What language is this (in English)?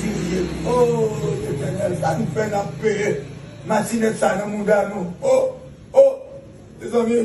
Haitian Creole